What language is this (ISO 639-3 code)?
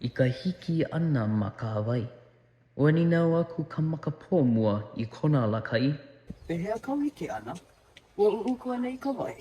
haw